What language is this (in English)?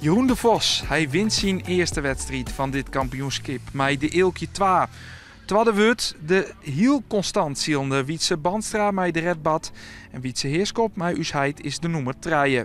Western Frisian